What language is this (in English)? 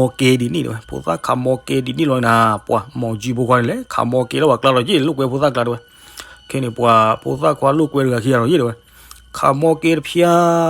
S'gaw Karen